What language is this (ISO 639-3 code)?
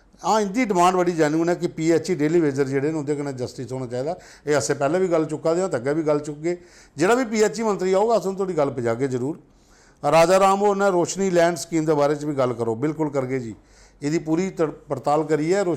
doi